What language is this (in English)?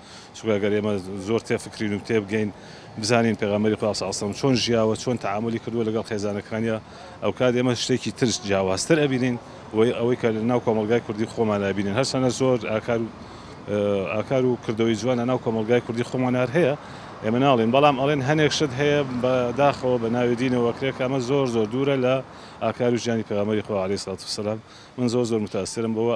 Central Kurdish